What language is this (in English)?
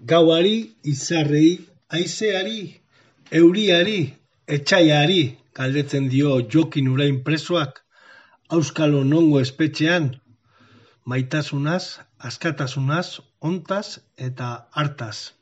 Basque